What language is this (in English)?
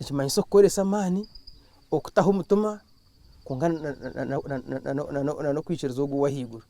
Nyankole